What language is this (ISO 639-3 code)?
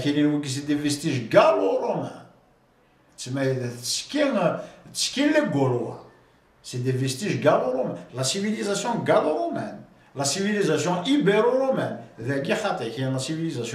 kab